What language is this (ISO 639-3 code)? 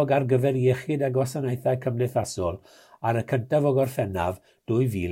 cym